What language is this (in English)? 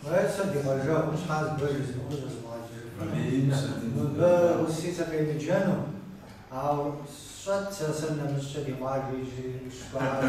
Kabardian